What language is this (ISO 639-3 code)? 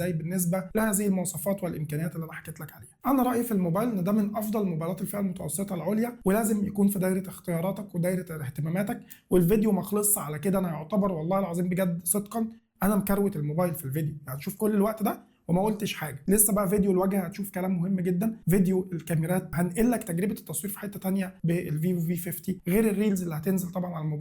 arz